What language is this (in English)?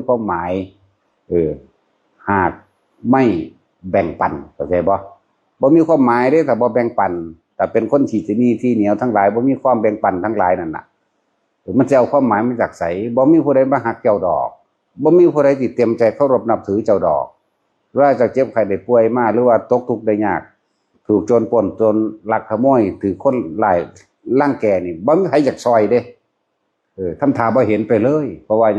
Northeastern Thai